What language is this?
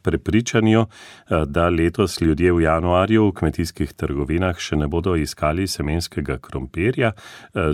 Slovenian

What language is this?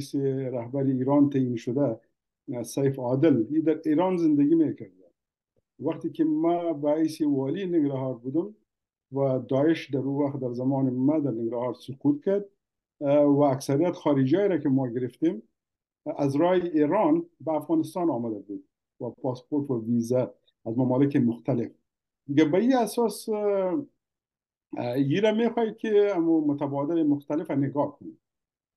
Persian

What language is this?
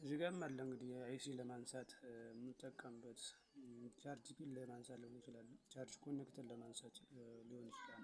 Amharic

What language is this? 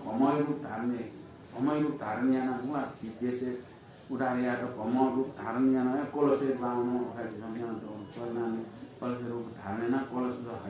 Newari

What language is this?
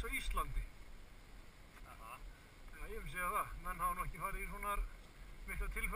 Icelandic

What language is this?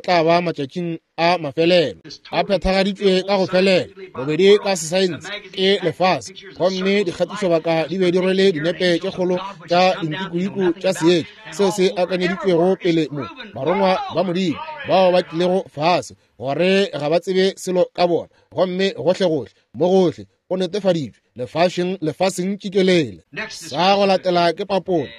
Northern Sotho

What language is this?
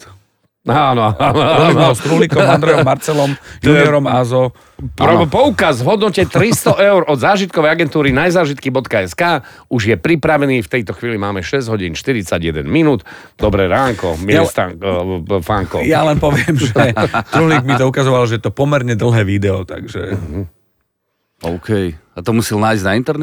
Slovak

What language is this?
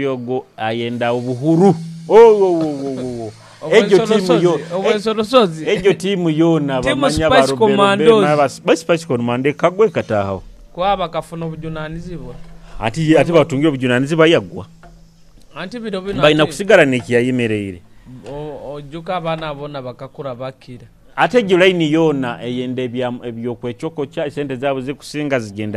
Nyoro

